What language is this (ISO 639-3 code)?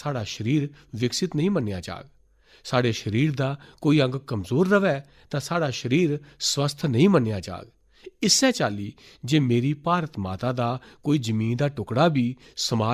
doi